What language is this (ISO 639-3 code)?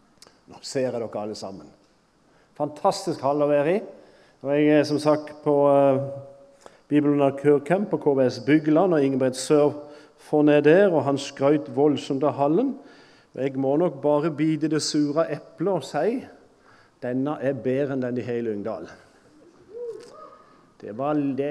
nor